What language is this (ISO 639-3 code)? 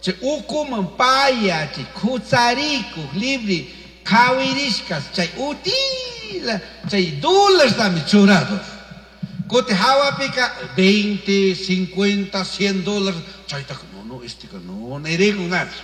qug